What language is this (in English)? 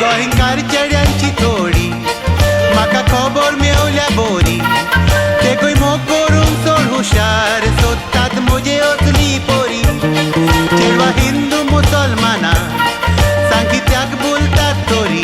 Konkani